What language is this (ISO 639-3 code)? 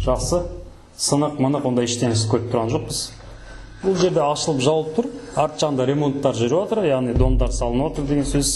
kaz